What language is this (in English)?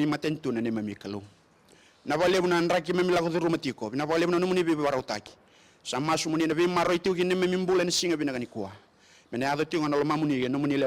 Fijian